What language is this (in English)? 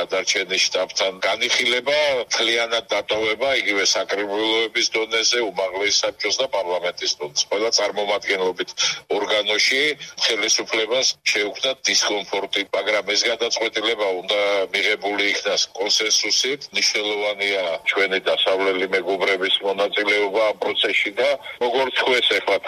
Georgian